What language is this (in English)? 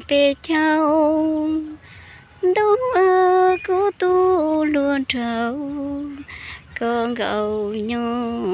Hmong